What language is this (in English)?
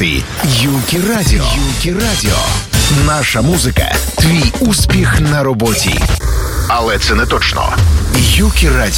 Ukrainian